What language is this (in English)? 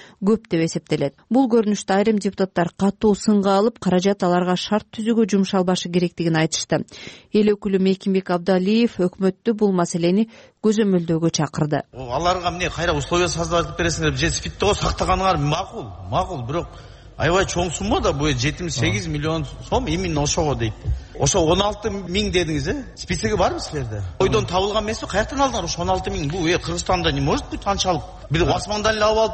Kyrgyz